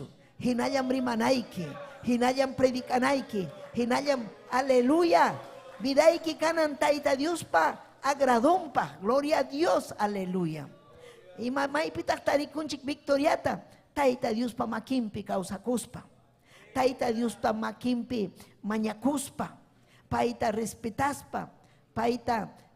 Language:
Ayacucho Quechua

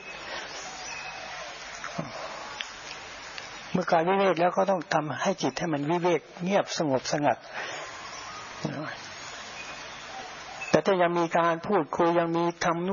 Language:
Thai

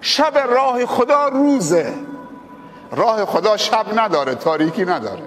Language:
Persian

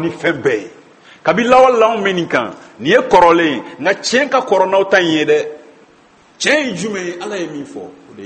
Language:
Bambara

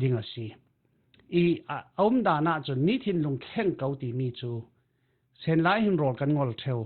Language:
Falam Chin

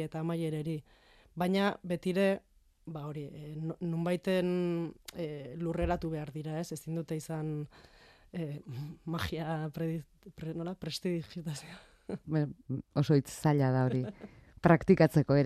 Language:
Basque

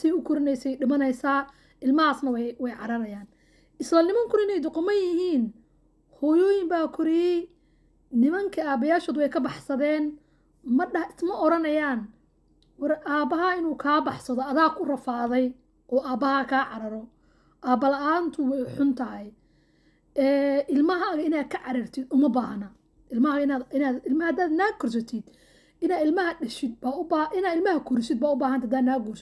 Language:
Somali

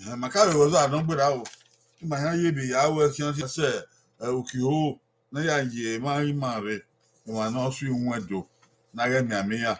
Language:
Bini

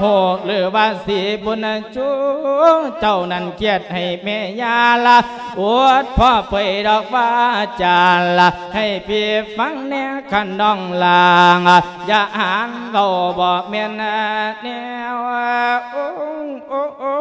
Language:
Lao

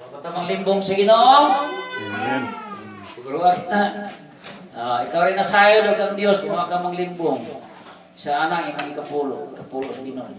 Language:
Cebuano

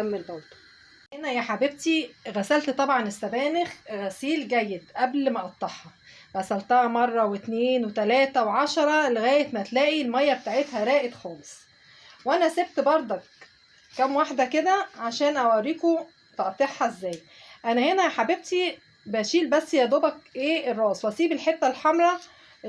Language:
Egyptian Arabic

